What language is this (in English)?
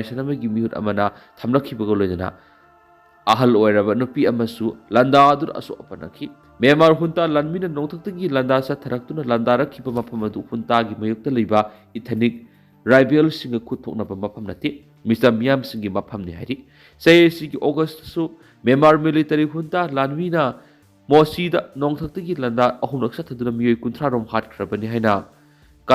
Manipuri